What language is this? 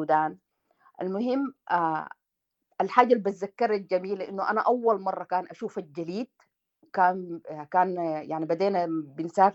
Sudanese Arabic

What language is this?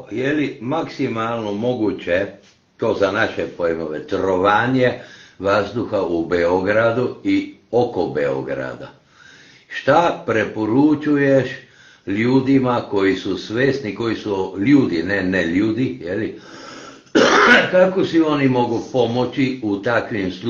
Serbian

